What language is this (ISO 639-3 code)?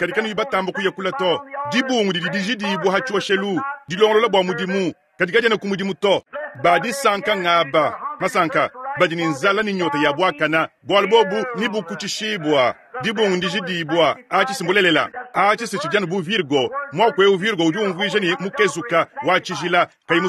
lua